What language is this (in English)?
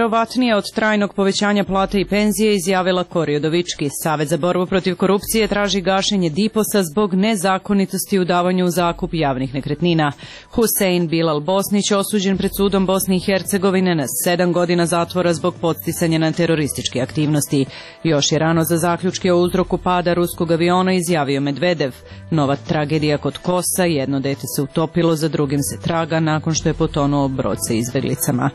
Serbian